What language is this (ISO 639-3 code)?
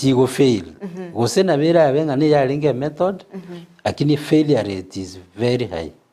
guz